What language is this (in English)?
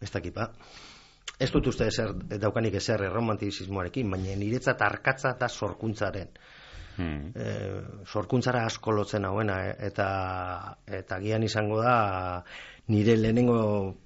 Basque